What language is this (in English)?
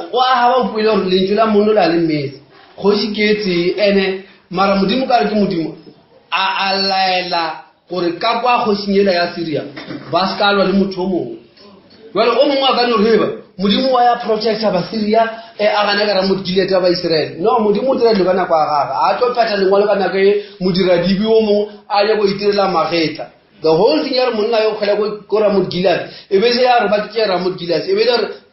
Northern Sotho